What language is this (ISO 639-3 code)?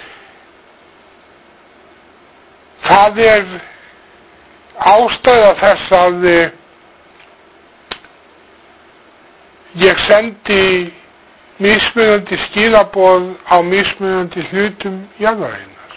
isl